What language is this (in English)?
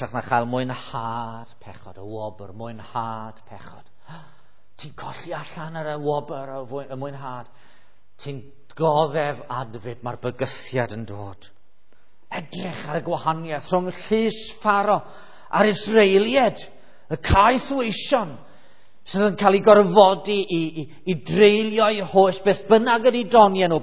Welsh